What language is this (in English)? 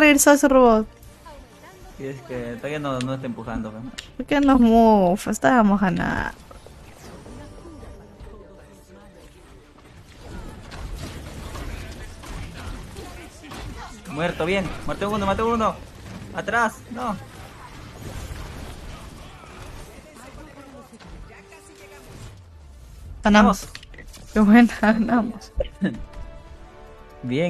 Spanish